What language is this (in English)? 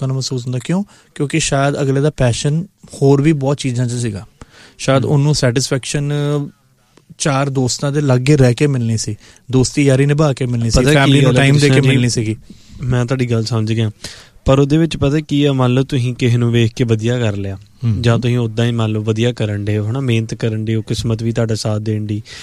Punjabi